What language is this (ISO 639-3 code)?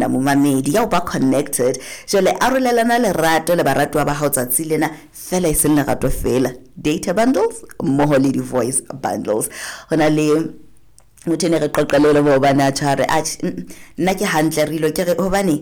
sot